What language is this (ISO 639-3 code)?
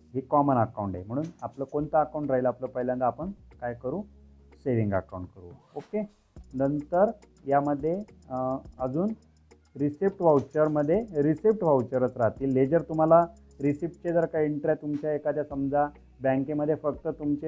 mar